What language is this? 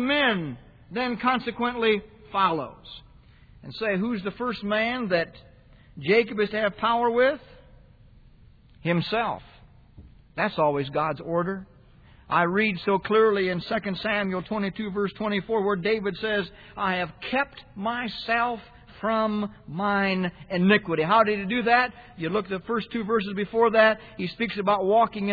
English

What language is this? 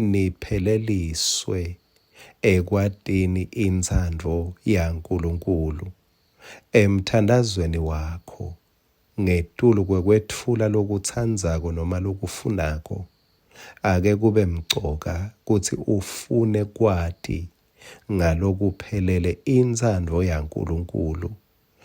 Swati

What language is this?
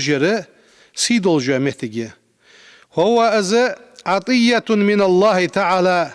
Ingush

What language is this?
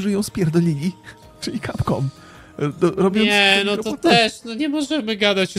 Polish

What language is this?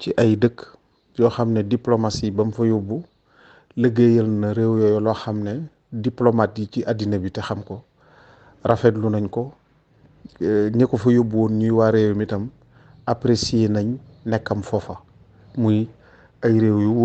Wolof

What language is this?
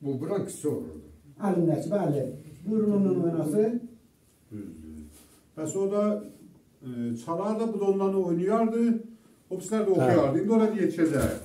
South Azerbaijani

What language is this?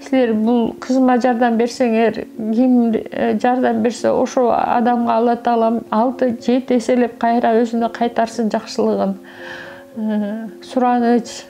Kyrgyz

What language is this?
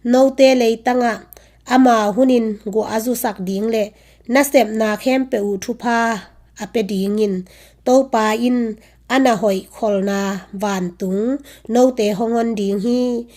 Tedim Chin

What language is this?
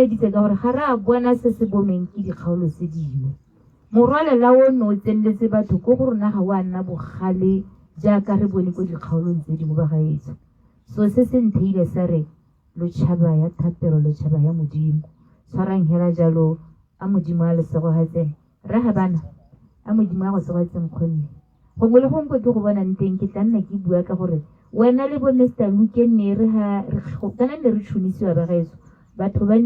Tswana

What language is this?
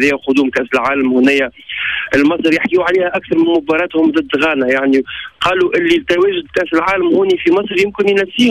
Tunisian Arabic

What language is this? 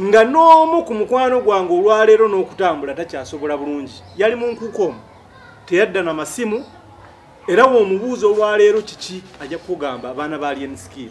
Ganda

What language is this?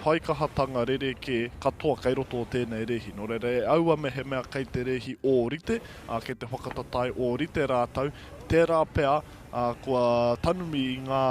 Māori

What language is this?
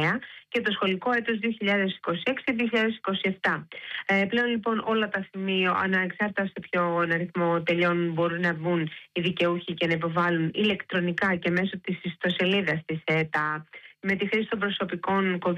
Greek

